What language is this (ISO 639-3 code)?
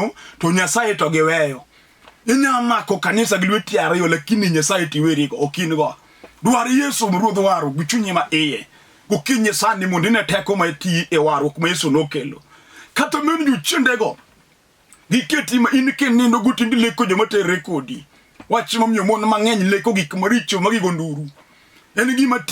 luo